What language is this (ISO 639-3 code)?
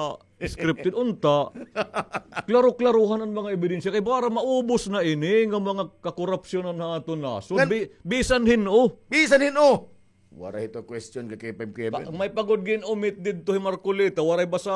war